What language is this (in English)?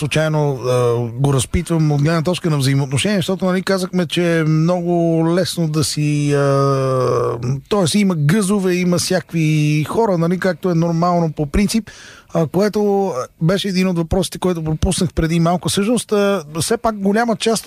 Bulgarian